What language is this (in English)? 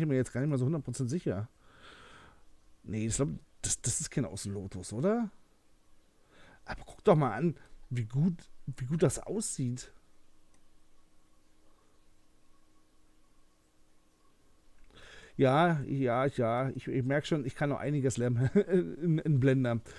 German